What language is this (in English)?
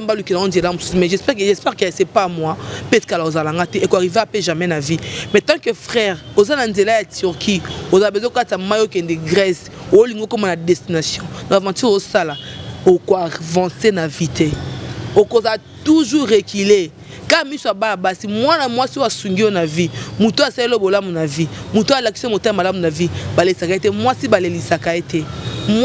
Lingala